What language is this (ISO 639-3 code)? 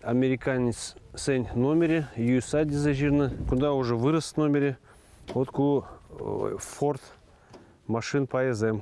chv